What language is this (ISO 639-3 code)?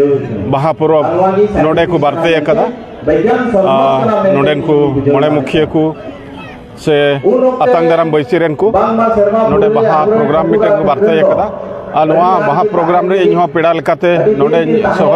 sat